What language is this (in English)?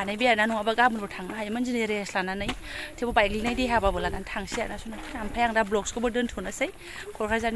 Bodo